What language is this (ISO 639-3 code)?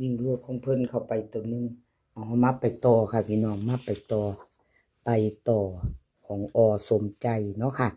tts